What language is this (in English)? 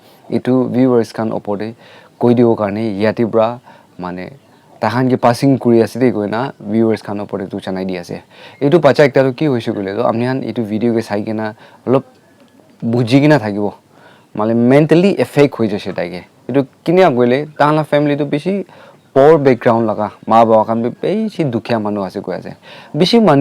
Naga Pidgin